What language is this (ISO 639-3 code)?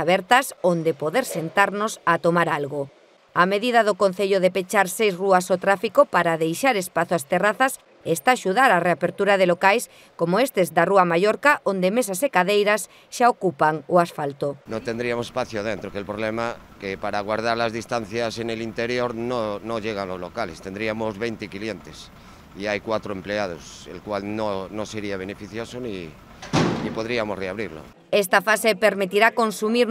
glg